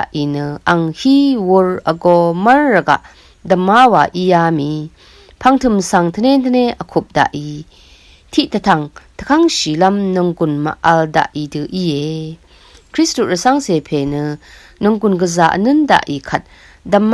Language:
Rawang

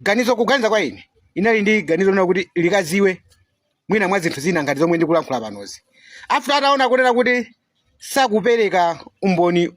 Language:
Nyanja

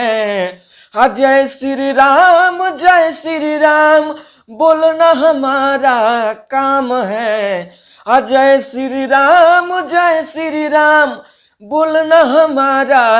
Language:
Bhojpuri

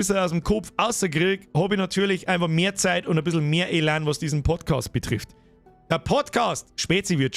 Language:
Bavarian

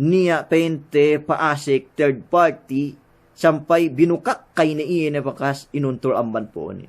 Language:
Yakan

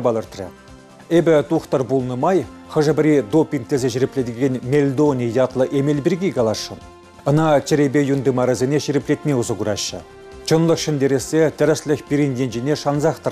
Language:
Chuvash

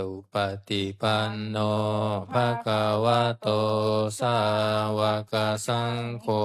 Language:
Pali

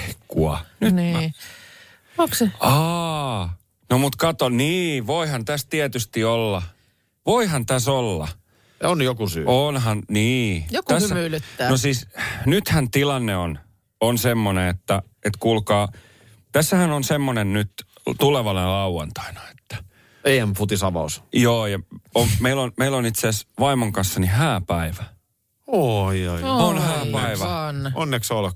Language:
Finnish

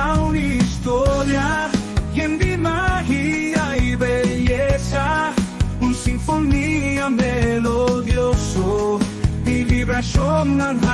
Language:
Papiamento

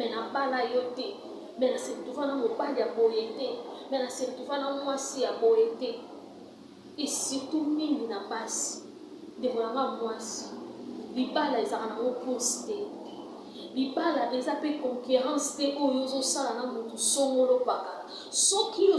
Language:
Lingala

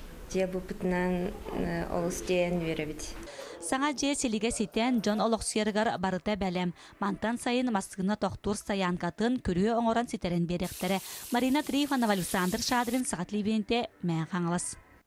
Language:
Yakut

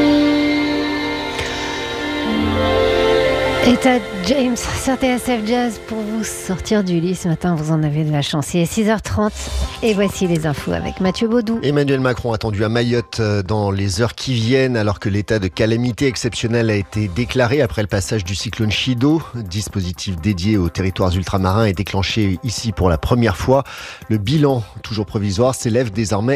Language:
French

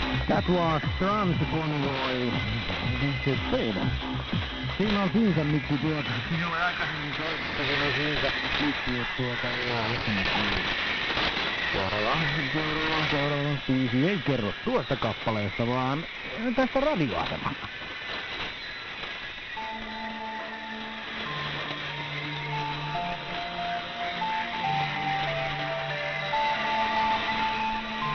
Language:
Finnish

